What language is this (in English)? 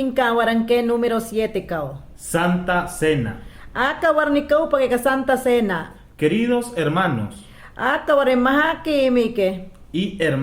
Mayangna